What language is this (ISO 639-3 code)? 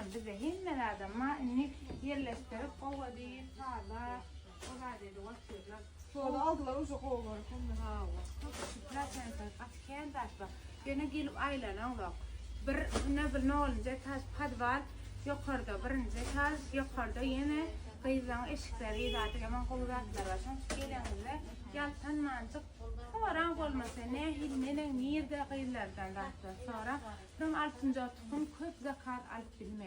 tuk